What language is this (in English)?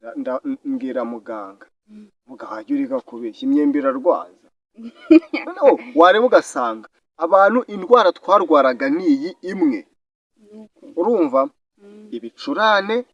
Kinyarwanda